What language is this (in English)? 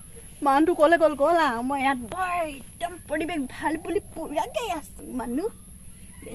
Assamese